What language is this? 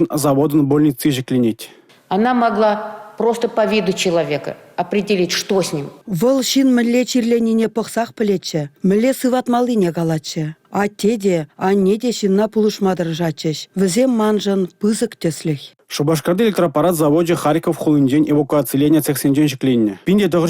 Chuvash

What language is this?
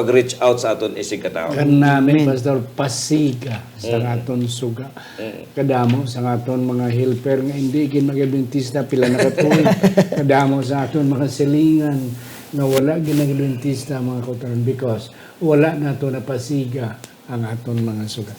Hiligaynon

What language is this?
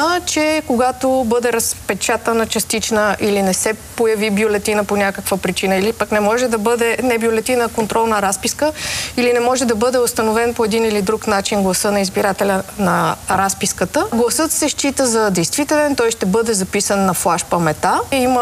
Bulgarian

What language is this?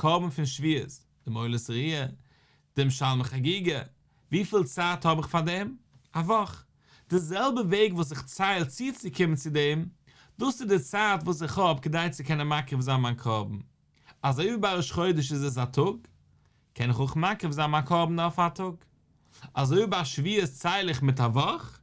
Yiddish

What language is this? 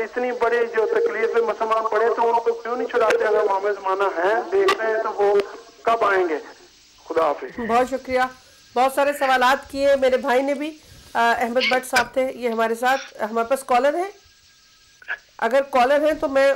Urdu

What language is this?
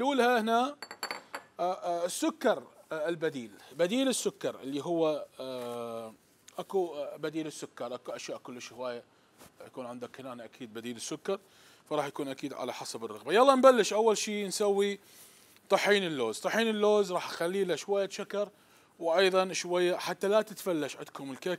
Mesopotamian Arabic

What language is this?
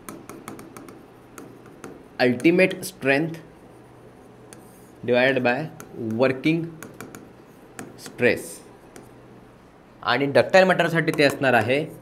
Marathi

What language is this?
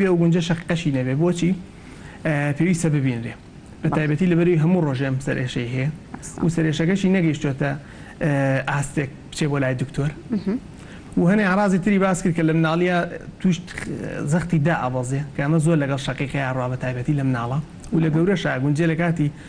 Central Kurdish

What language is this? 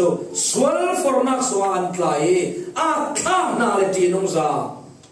Falam Chin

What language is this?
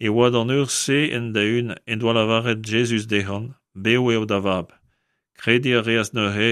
Breton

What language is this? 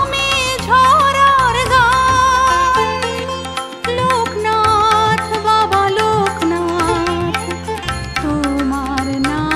Bangla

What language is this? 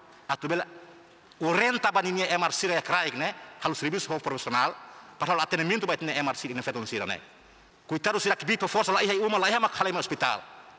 Tetum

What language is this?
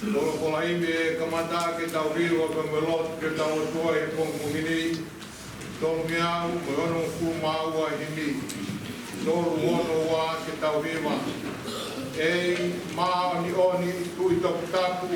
Tongan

